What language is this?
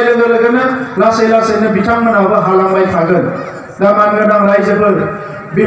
Bodo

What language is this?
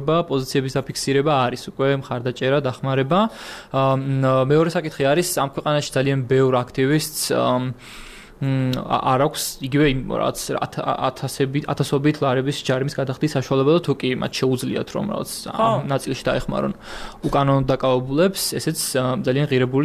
Georgian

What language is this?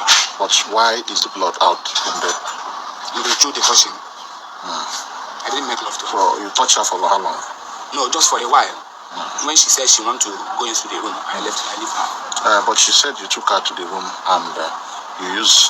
Nigerian Pidgin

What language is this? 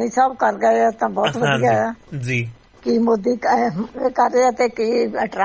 Punjabi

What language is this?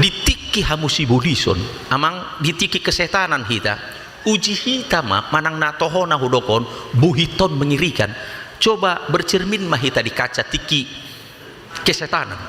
Batak Toba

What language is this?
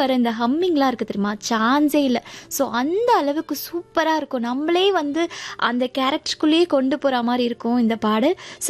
Tamil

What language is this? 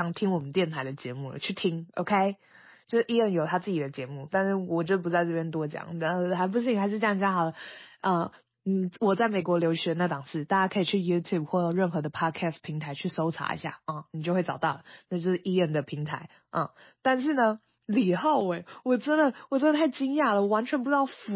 Chinese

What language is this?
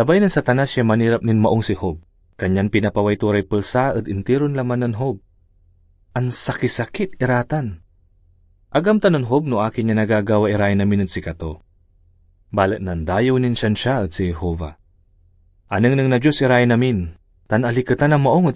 Pangasinan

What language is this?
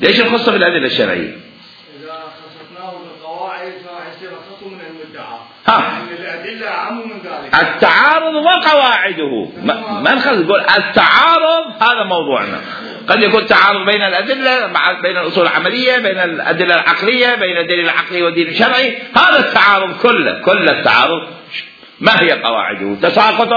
Mesopotamian Arabic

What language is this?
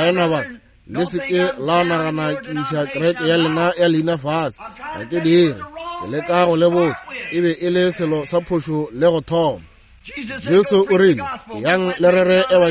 Northern Sotho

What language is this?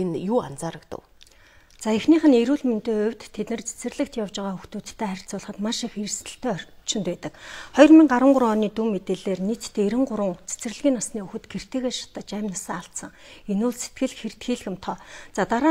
Mongolian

